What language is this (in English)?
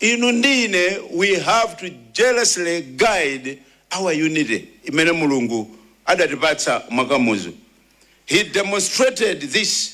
Nyanja